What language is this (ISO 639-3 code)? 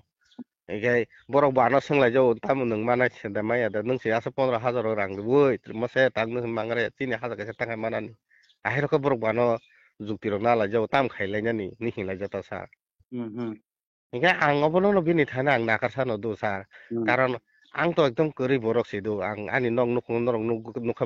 trp